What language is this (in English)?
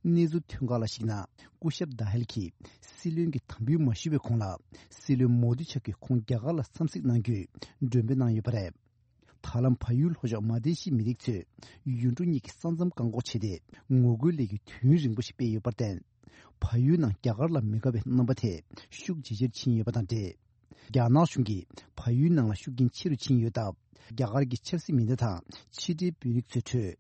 Tibetan